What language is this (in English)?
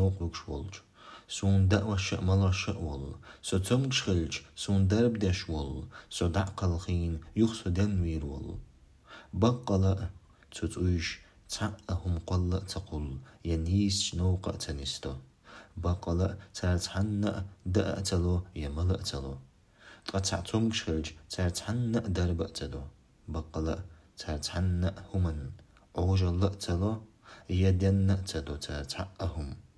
Chechen